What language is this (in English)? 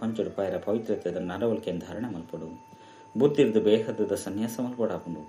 Tulu